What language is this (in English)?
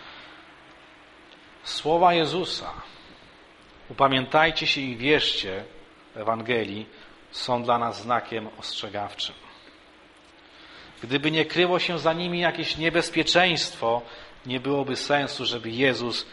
Polish